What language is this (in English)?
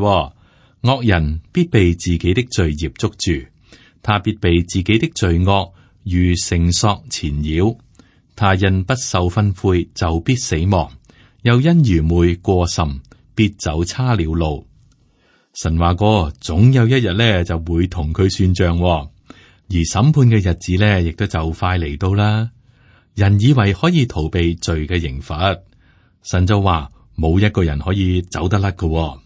Cantonese